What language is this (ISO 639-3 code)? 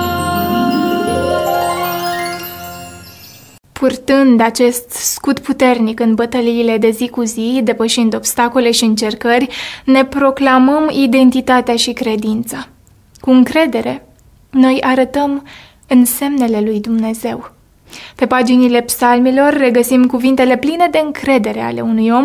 ron